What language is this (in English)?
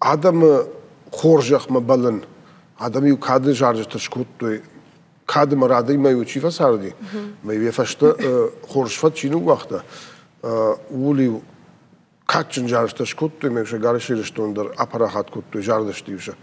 Ossetic